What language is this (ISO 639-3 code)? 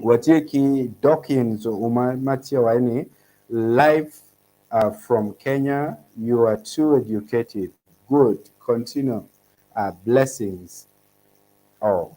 ach